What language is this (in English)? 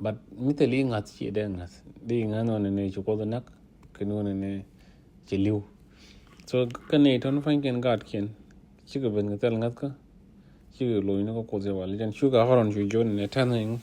Nuer